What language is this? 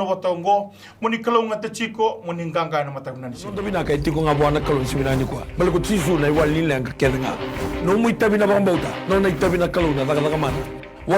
Fijian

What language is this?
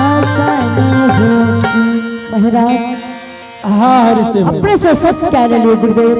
Angika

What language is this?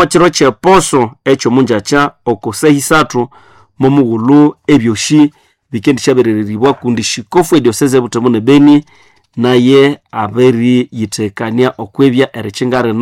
Nande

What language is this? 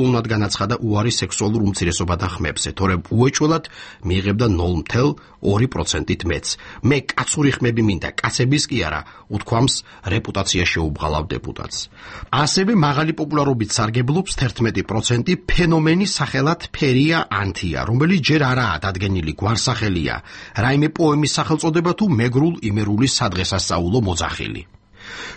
Georgian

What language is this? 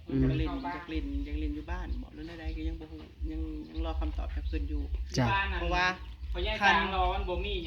Northeastern Thai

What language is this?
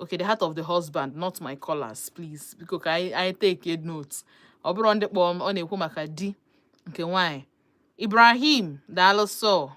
Igbo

